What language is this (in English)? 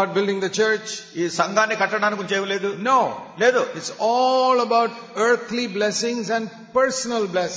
Telugu